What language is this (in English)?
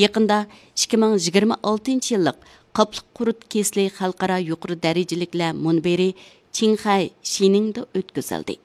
Uyghur